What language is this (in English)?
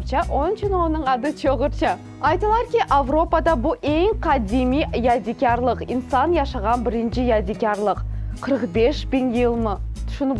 Crimean Tatar